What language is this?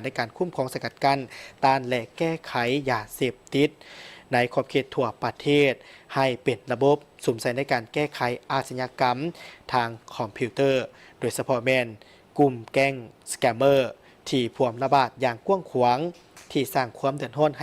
Lao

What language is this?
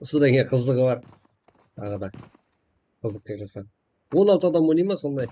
Kara-Kalpak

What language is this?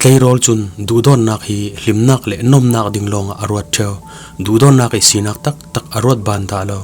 Falam Chin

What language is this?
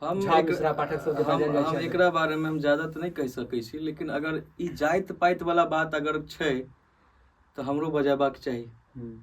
Maithili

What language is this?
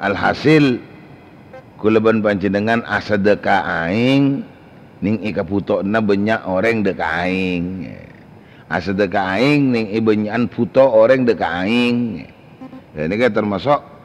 Madurese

